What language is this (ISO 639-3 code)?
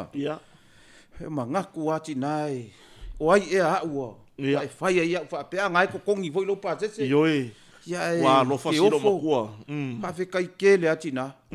smo